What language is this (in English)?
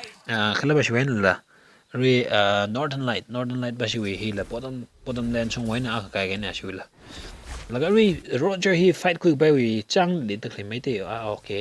Tangkhul Naga (India)